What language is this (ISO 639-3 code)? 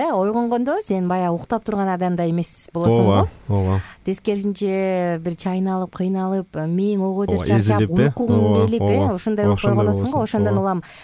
kir